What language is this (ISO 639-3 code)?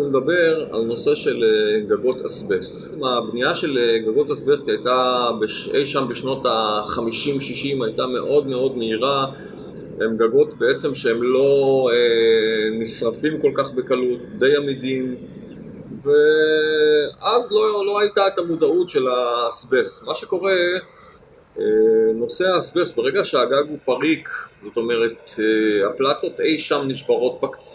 heb